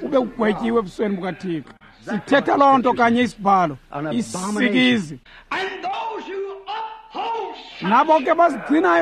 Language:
Xhosa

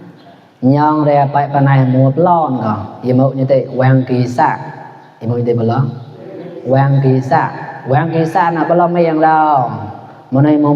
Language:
Mon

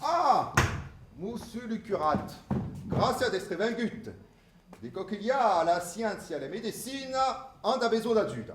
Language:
Occitan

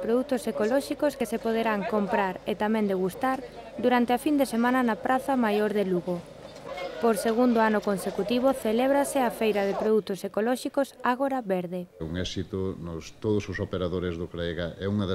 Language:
Galician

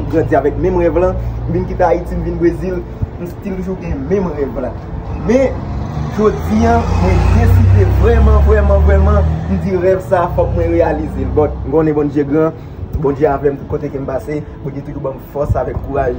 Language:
Haitian Creole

